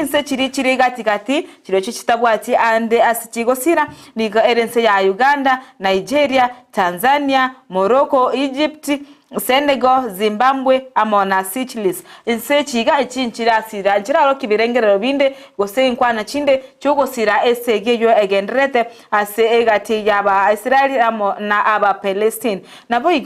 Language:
Gusii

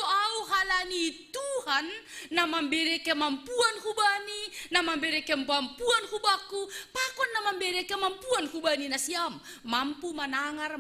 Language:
Batak Simalungun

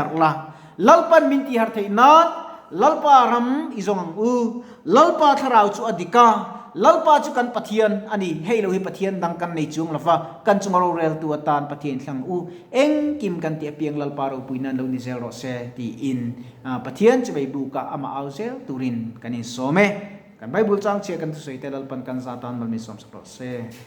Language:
Mizo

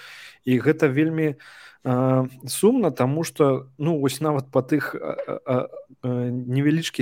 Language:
Belarusian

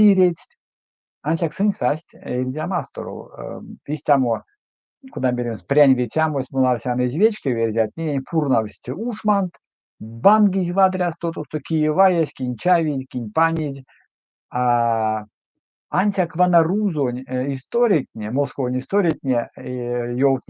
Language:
Erzya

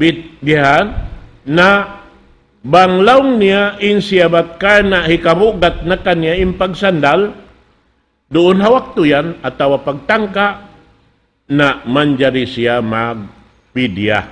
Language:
Tausug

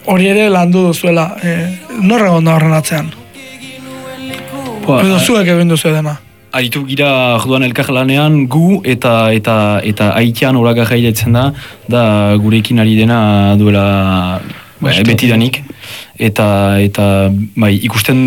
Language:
Basque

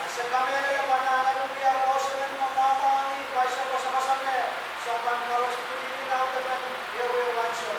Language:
Pohnpeian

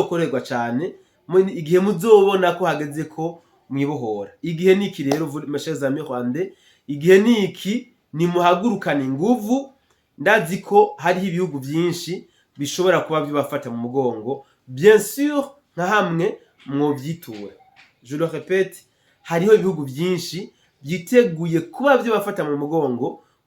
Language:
Rundi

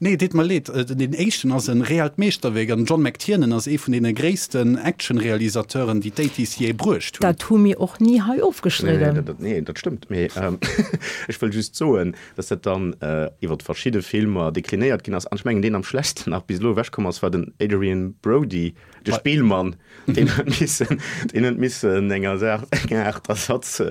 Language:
Luxembourgish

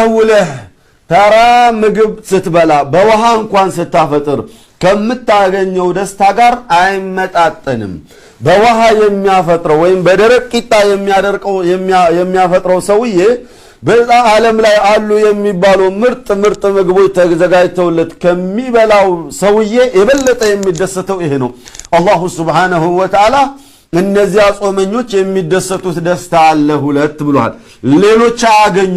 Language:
Amharic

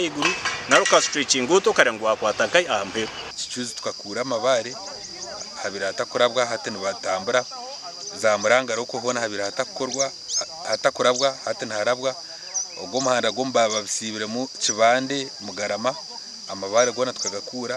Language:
Nyankole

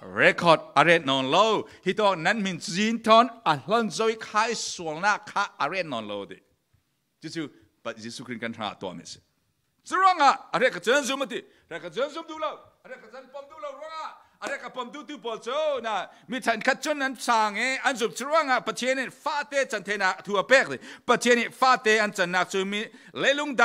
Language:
Falam Chin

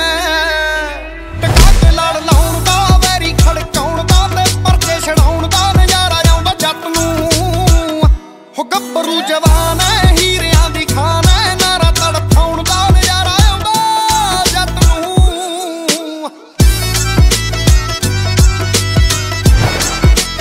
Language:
Punjabi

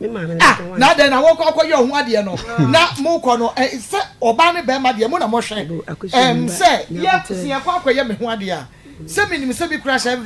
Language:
Akan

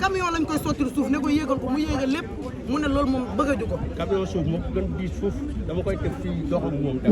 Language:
Wolof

